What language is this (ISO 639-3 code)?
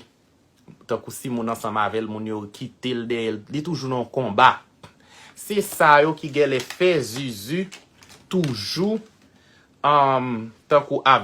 hat